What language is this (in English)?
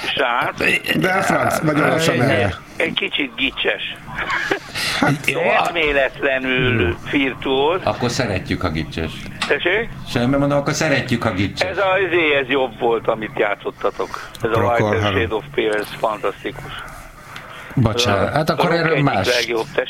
Hungarian